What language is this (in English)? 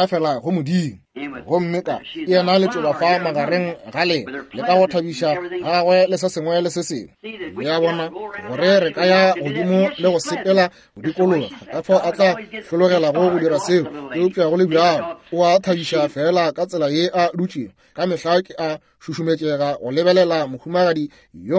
Northern Sotho